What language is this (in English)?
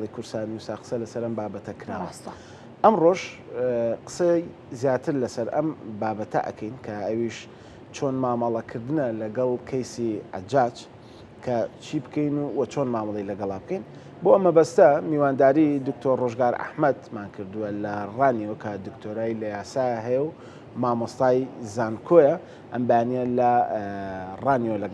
Central Kurdish